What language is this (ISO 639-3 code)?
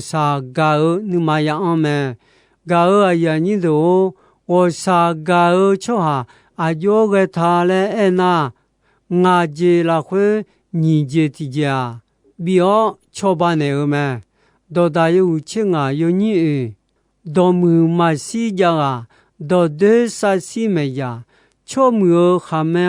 ahk